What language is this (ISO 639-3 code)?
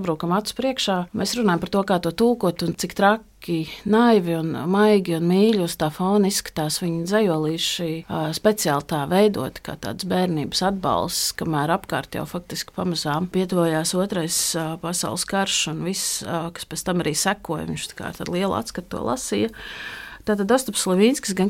lav